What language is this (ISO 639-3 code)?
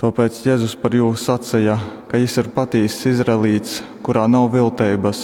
ltg